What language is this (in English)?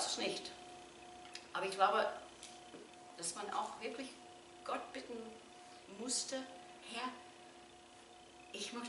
German